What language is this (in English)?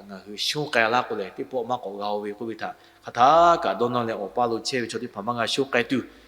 Lahu